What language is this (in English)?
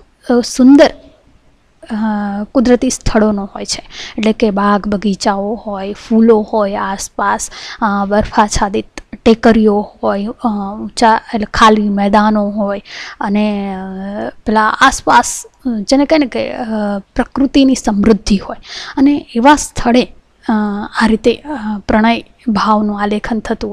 Gujarati